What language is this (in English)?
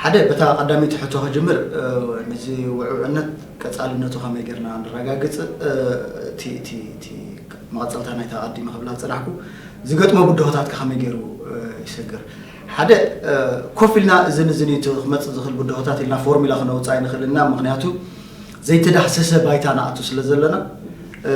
Tigrinya